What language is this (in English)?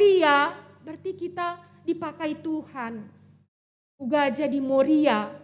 Batak Karo